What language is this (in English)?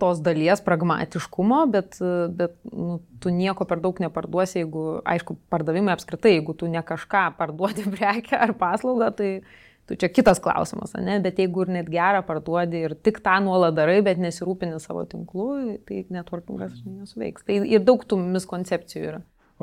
Lithuanian